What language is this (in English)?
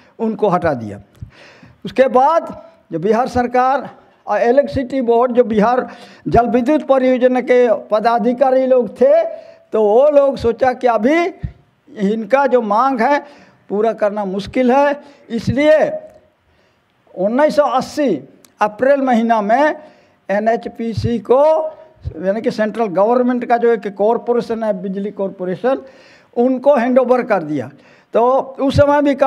Hindi